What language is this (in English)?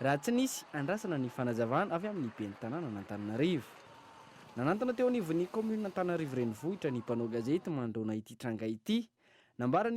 Malagasy